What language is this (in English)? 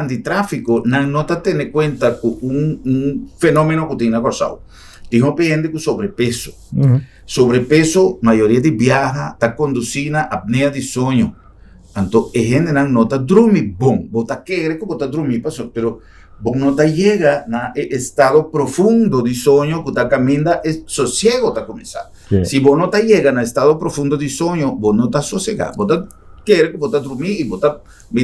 Papiamento